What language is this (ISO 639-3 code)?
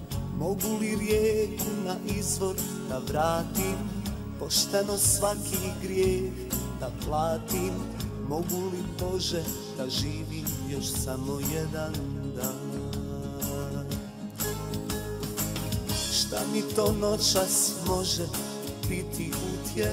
bos